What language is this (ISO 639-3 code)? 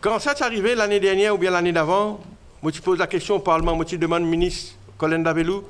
mfe